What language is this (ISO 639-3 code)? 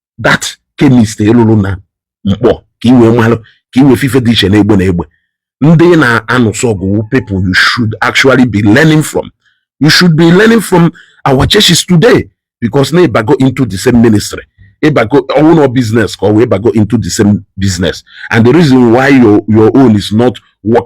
ibo